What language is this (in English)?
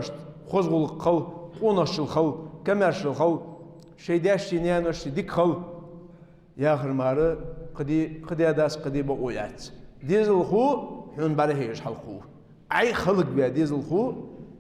Ingush